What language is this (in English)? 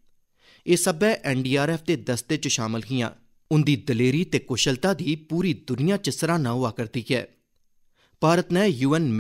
Dogri